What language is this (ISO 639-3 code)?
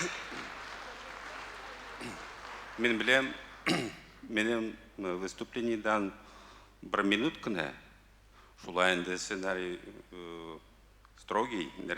tat